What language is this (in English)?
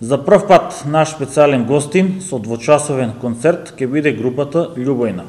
Macedonian